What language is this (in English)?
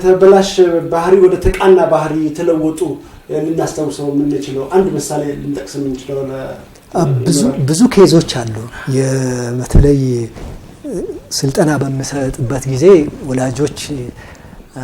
Amharic